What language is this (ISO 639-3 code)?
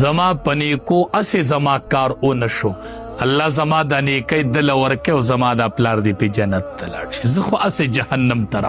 pus